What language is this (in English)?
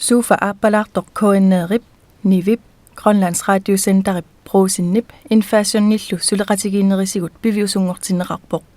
Kalaallisut